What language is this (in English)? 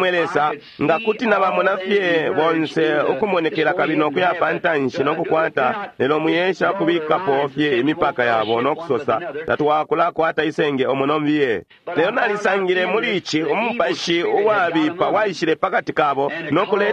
Bemba